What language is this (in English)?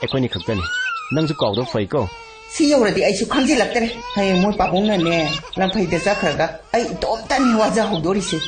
Manipuri